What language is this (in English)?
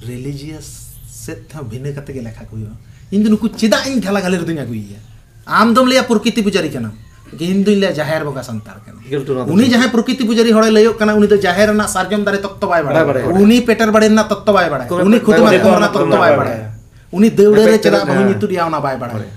Santali